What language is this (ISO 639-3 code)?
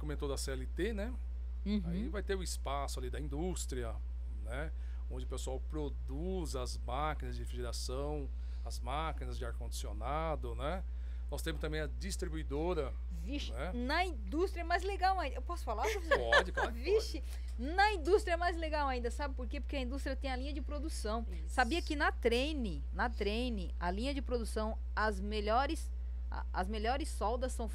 por